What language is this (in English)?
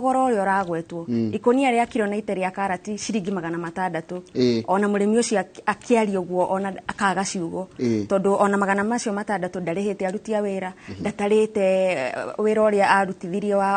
Kikuyu